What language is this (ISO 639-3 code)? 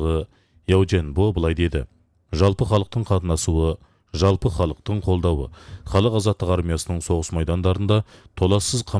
kaz